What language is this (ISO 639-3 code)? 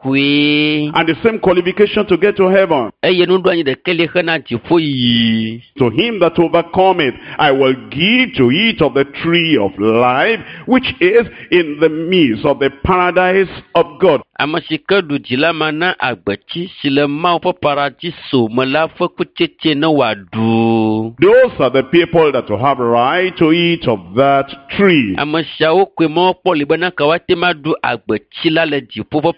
ewe